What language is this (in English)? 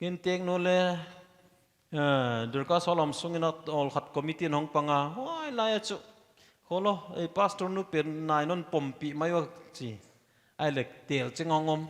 Paite Chin